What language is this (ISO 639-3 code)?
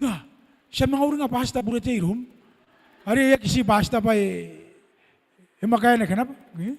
gil